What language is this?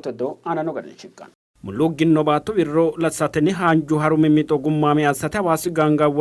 Sidamo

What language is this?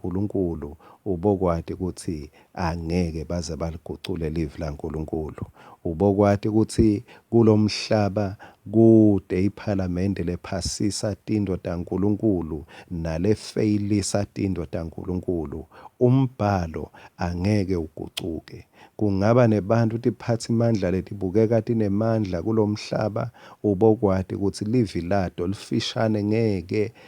Swati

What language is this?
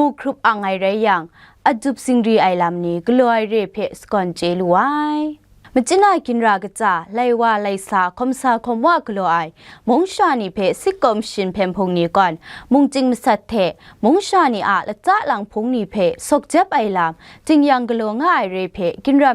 Kachin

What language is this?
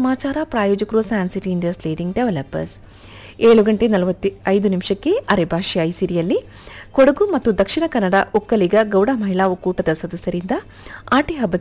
Kannada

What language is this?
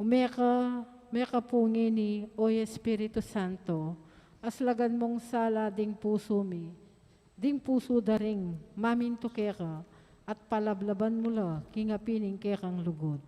Pampanga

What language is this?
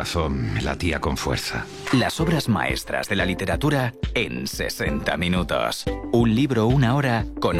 Spanish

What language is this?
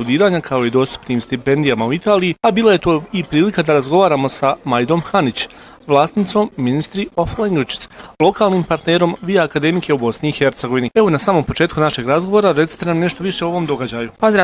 Bosnian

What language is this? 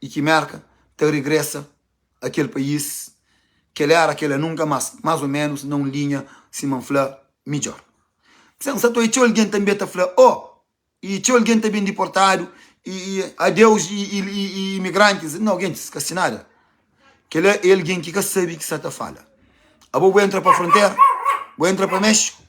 Kabuverdianu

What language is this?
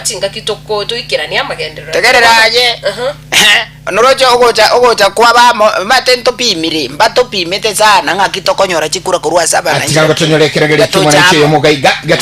Gusii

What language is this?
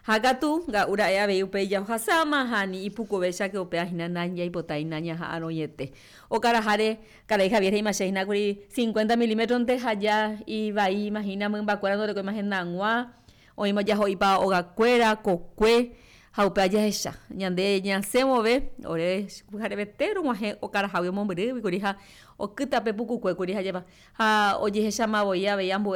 Guarani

